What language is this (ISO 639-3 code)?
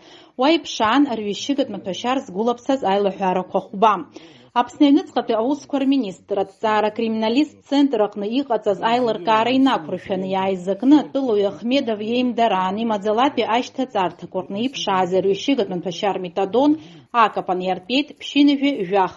abk